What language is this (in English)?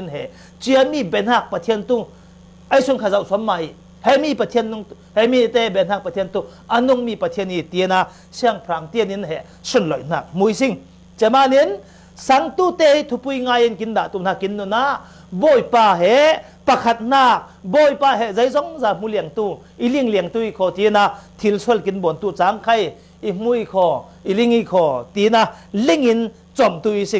Falam Chin